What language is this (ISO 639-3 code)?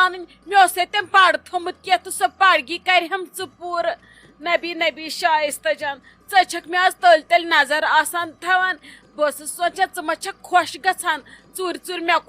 kas